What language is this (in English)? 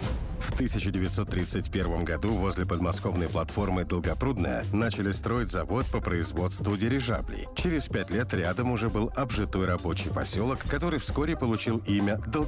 Russian